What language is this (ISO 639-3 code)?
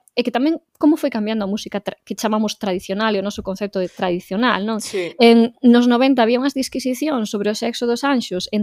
glg